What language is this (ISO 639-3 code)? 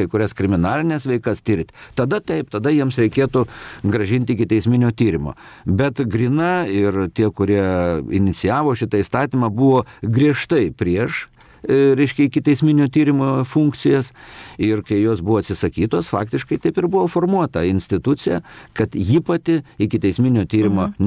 lit